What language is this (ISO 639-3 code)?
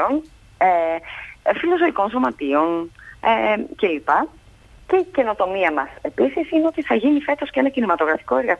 ell